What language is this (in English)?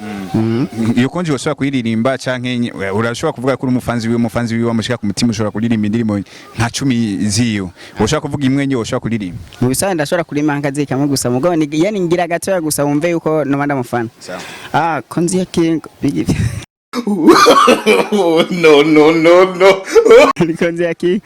Rundi